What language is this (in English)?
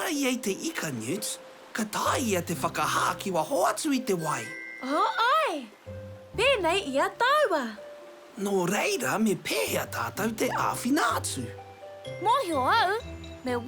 Māori